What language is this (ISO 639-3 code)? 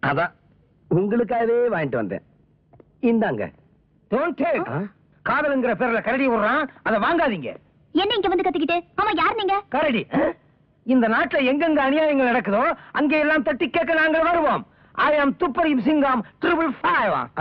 tam